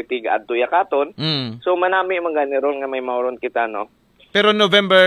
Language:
Aklanon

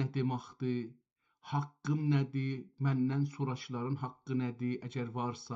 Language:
South Azerbaijani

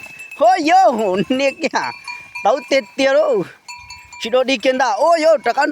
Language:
Hmong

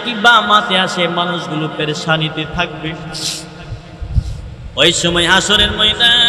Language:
Bangla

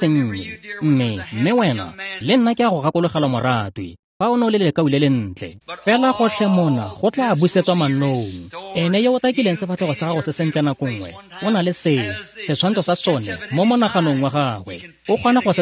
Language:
Tswana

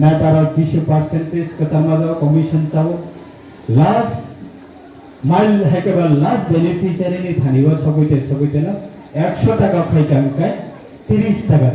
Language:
Riang (India)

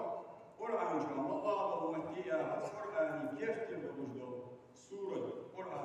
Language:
Ingush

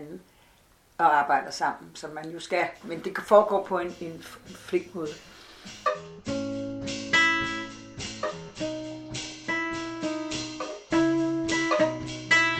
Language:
Danish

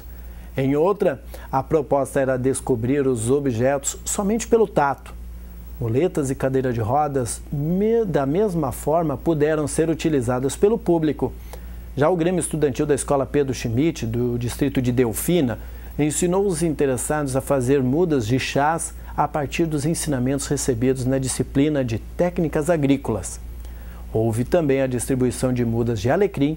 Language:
Portuguese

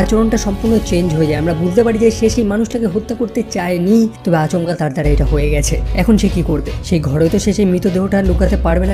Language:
Bangla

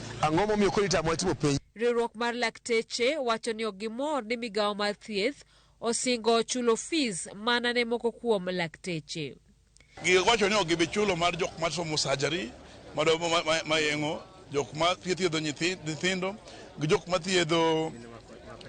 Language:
Luo (Kenya and Tanzania)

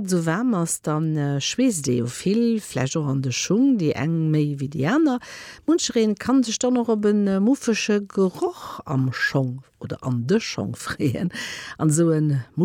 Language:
Luxembourgish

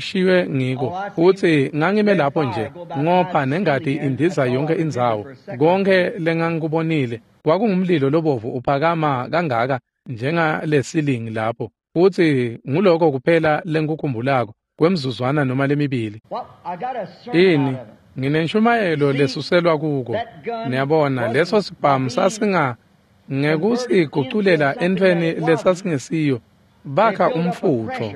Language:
Swati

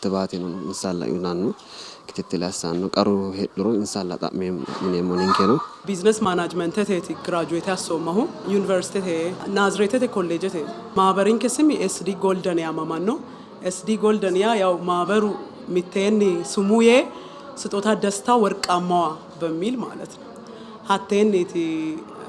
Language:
Sidamo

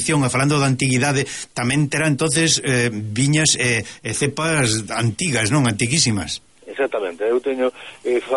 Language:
Galician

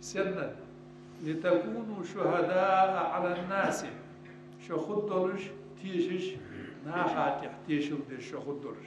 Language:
Ingush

